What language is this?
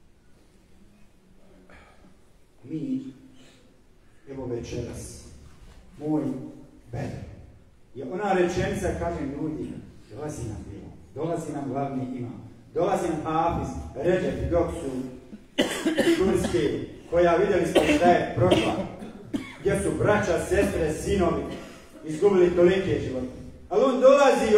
Bosnian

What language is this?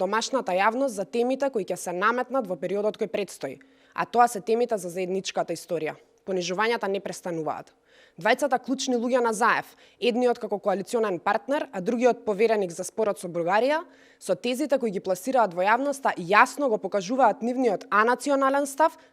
Macedonian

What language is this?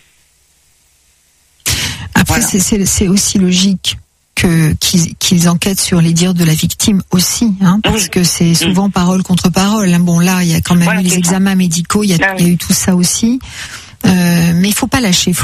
French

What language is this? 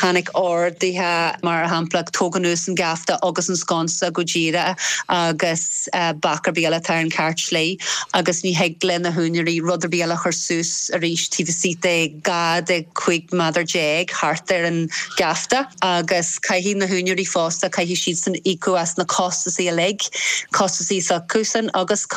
Irish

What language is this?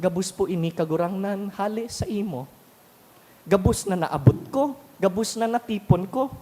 Bikol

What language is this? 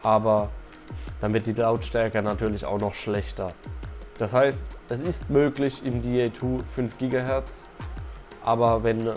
German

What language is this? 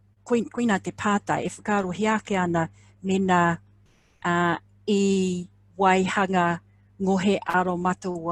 Māori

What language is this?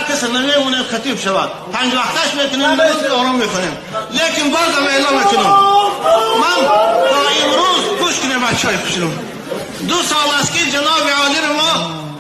Tajik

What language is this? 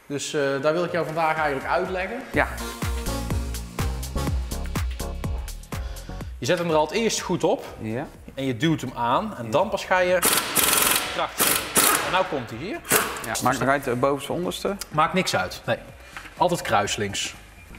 Dutch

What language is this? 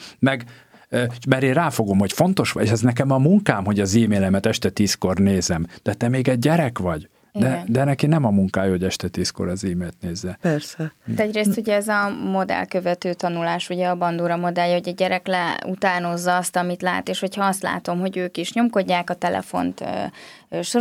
Hungarian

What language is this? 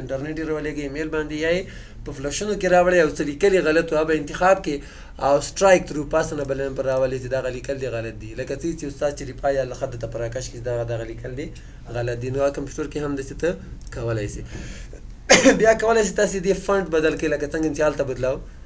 Pashto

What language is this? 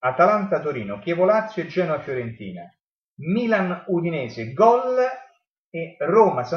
Italian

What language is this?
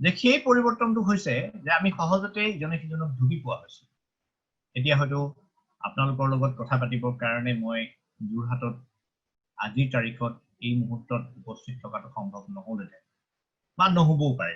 Assamese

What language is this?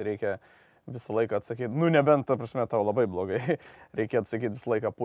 Lithuanian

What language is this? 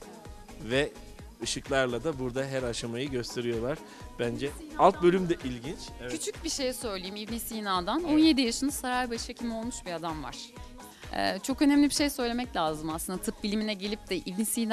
Turkish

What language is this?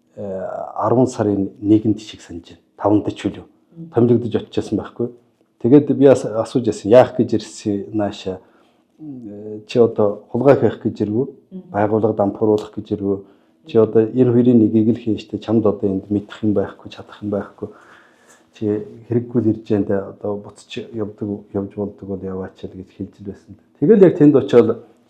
Mongolian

